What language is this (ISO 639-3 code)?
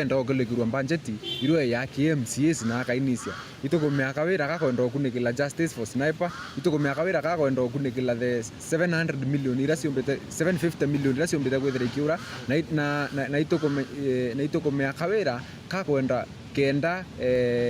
mer